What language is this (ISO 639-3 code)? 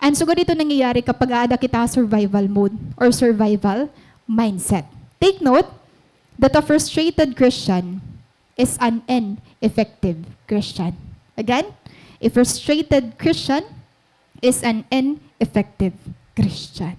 war